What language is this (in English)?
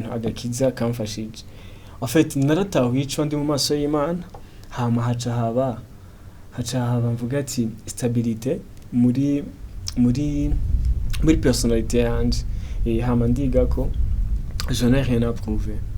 Rundi